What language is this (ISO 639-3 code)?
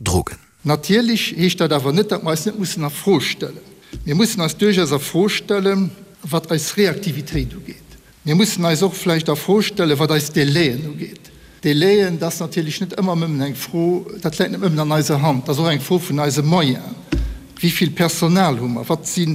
ltz